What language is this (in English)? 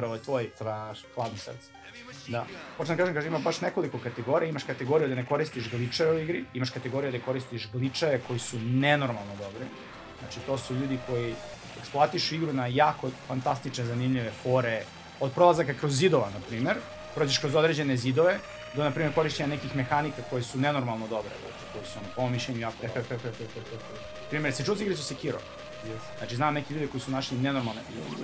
Serbian